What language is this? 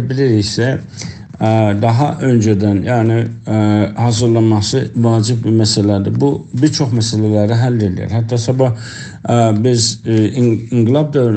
South Azerbaijani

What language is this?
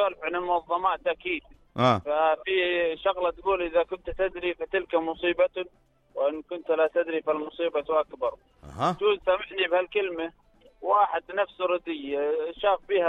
North Levantine Arabic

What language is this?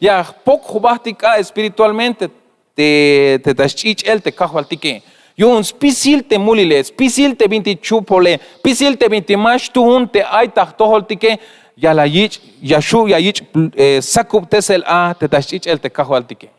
Tzeltal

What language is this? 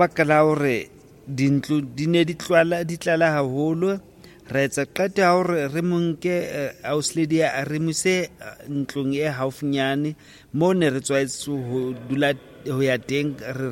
Southern Sotho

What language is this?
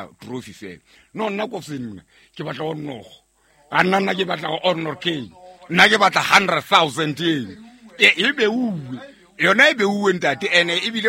Southern Sotho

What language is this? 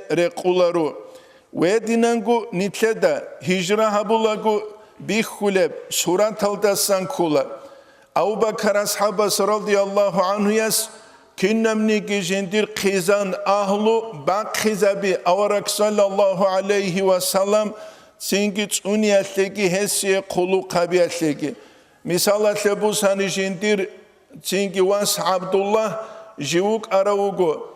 Avaric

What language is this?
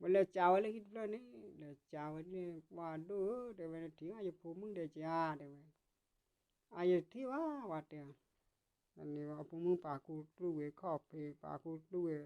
S'gaw Karen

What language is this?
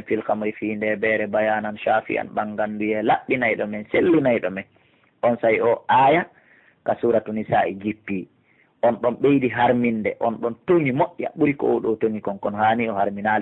Pular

